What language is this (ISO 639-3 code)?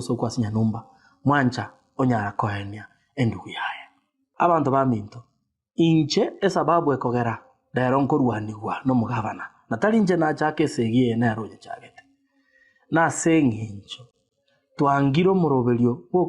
guz